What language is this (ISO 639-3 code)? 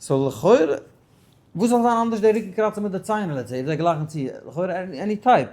yid